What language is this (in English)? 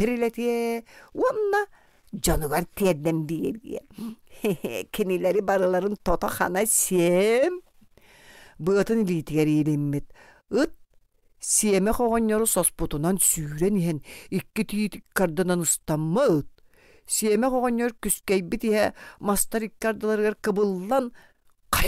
Yakut